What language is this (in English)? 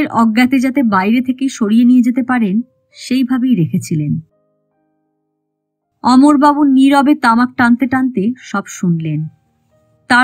Bangla